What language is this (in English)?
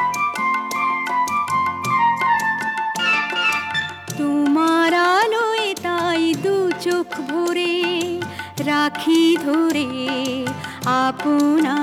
Bangla